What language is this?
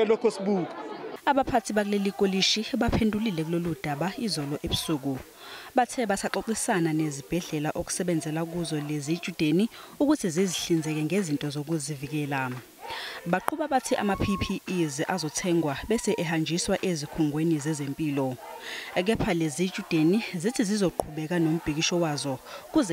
Zulu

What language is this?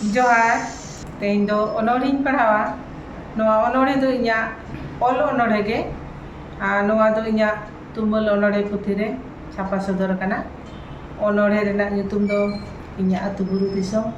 Santali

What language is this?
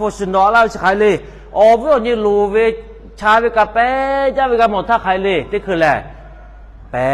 Lahu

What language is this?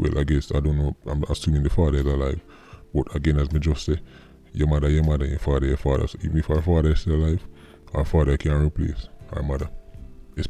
Jamaican Creole English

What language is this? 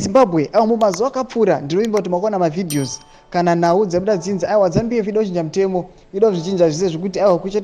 Shona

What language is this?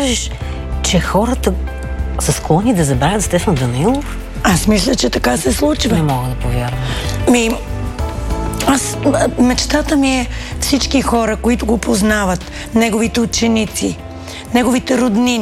Bulgarian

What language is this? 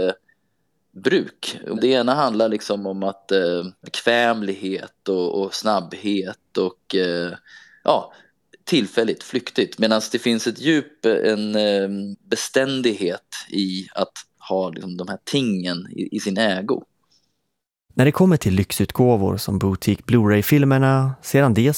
Swedish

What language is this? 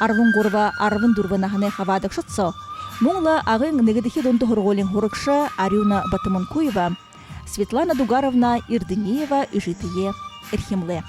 Buriat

